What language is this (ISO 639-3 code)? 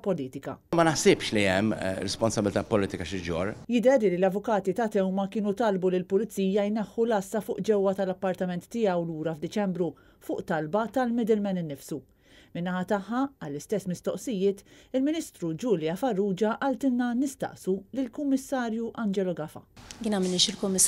mlt